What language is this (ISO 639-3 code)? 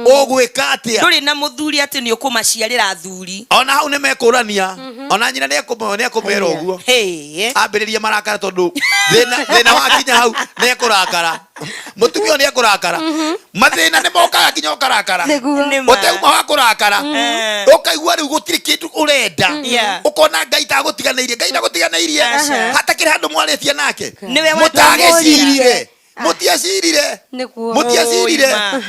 kik